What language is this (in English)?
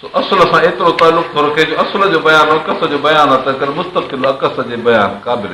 Sindhi